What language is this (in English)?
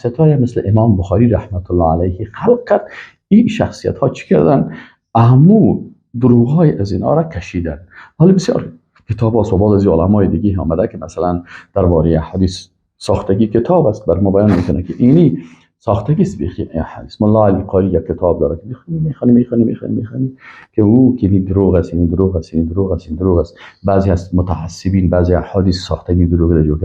Persian